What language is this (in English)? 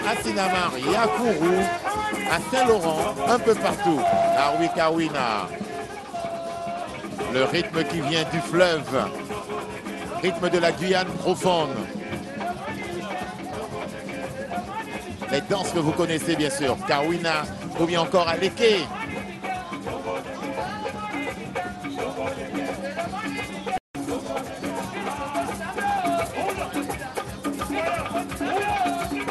French